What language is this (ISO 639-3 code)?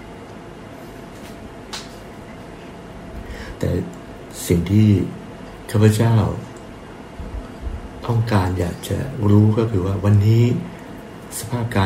tha